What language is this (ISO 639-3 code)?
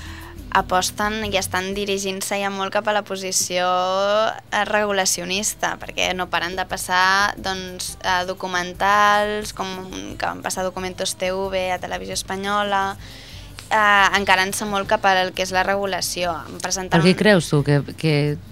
cat